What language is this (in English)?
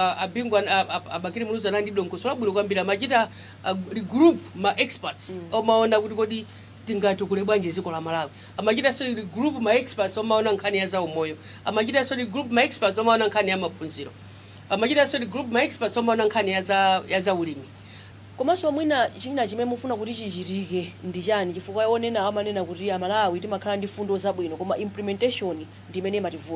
Nyanja